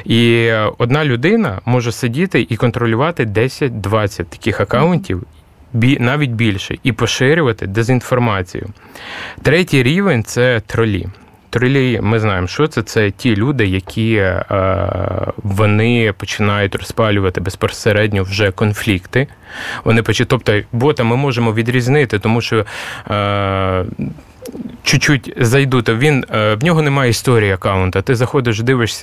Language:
Ukrainian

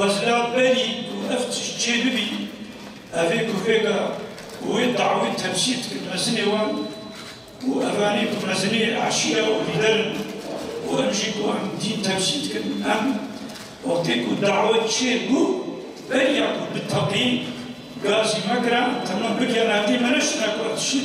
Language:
Kurdish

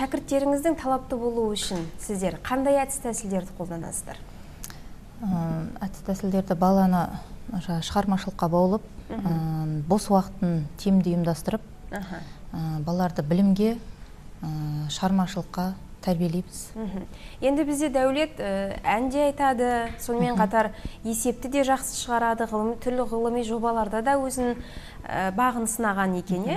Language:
Kazakh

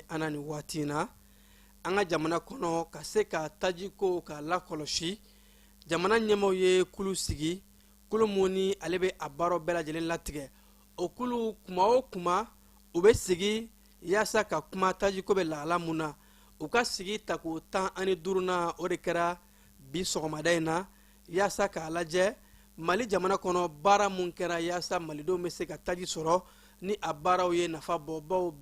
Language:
Bambara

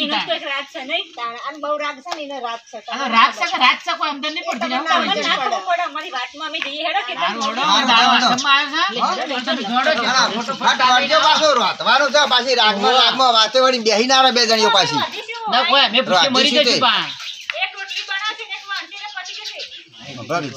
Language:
Gujarati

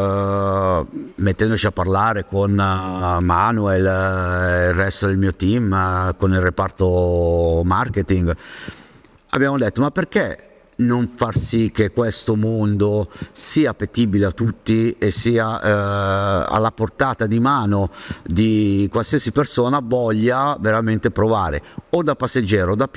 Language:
Italian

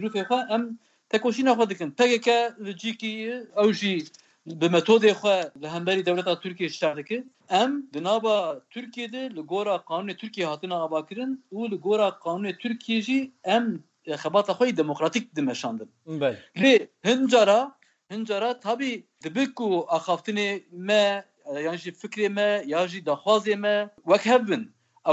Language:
Kurdish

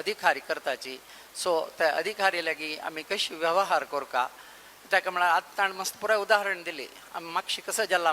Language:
Konkani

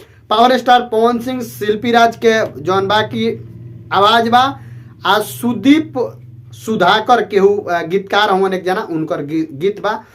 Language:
Bhojpuri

